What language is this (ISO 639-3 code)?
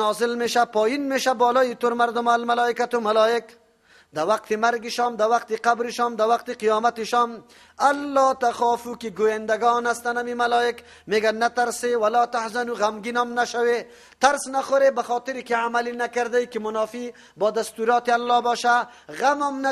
fas